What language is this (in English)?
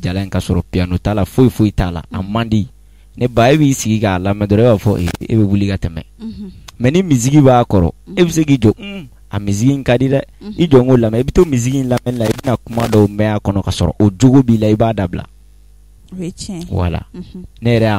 Bambara